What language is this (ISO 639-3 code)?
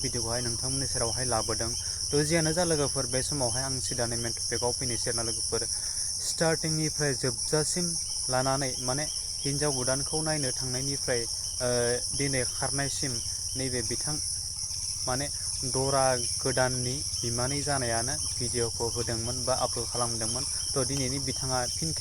brx